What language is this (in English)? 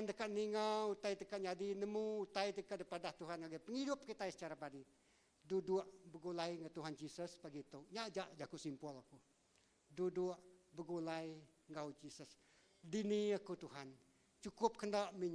Iban